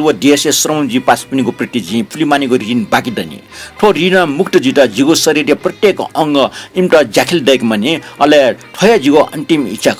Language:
Newari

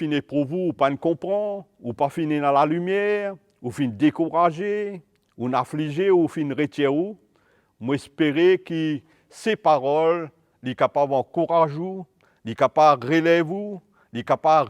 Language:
Morisyen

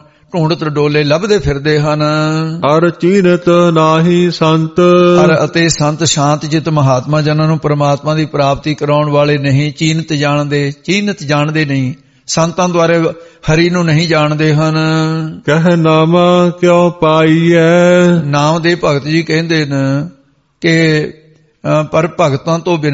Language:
Punjabi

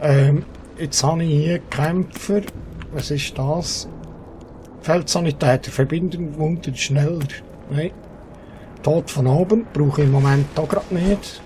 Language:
Swiss German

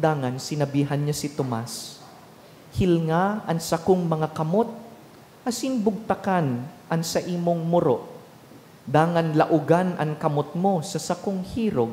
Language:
Bikol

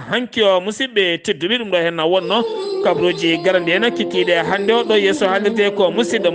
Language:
Fula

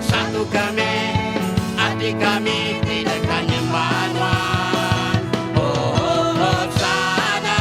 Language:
Iban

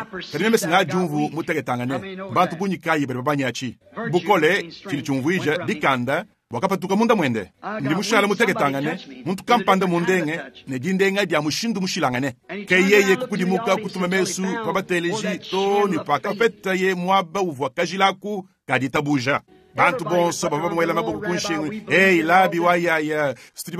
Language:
Luba-Lulua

